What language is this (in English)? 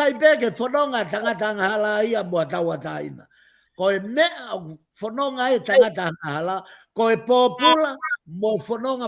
Tongan